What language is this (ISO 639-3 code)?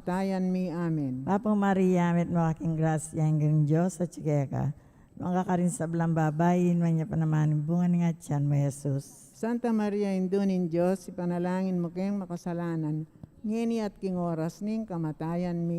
pam